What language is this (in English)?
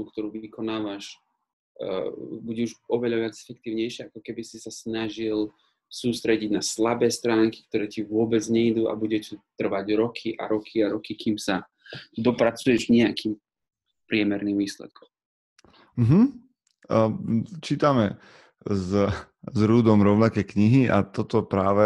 Slovak